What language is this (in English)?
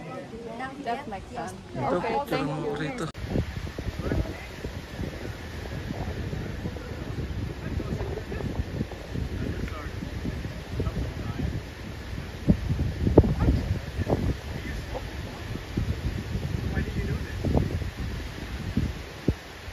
Filipino